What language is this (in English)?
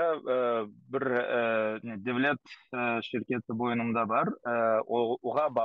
Crimean Tatar